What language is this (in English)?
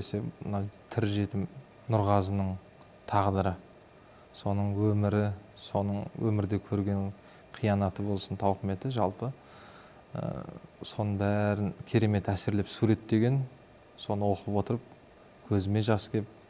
Kazakh